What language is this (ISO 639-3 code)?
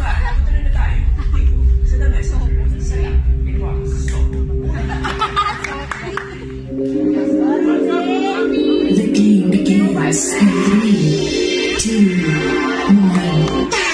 fil